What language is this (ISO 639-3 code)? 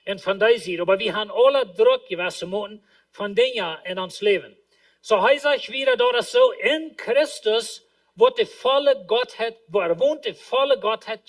pdt